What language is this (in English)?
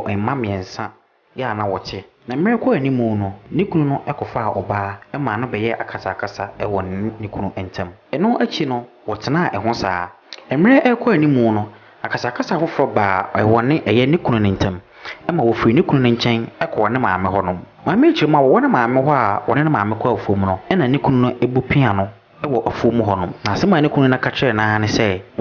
Akan